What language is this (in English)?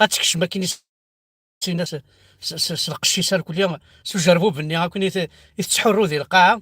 Kabyle